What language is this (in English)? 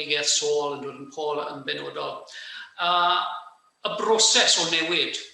Welsh